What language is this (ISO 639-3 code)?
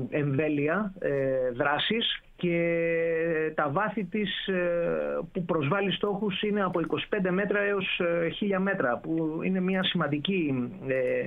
ell